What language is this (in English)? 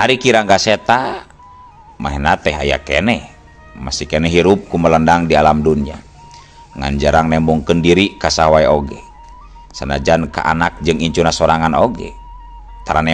Sundanese